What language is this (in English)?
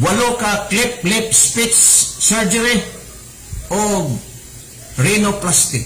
Cebuano